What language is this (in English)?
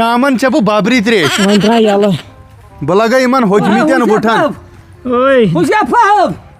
Kashmiri